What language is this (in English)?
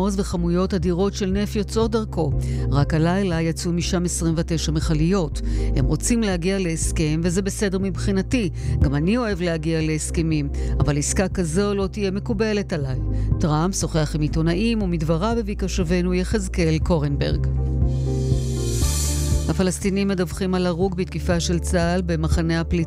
Hebrew